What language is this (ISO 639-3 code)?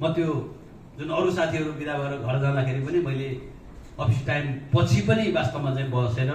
nep